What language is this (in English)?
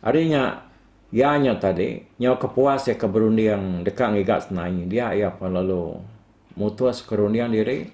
Iban